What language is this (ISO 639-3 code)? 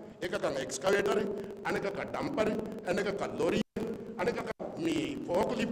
div